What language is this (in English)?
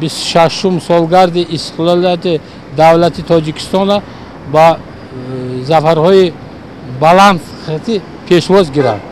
Tajik